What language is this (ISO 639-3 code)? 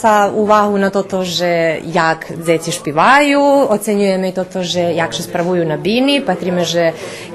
rue